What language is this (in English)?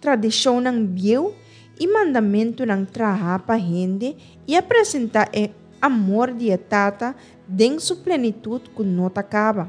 Papiamento